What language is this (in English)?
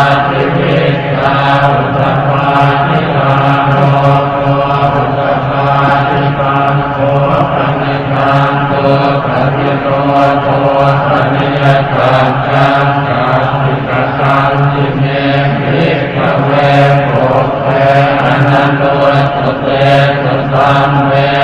Pali